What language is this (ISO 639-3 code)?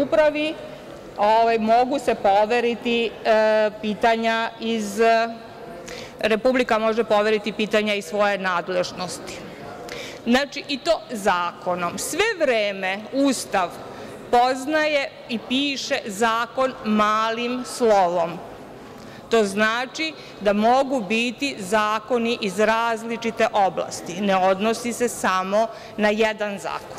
srp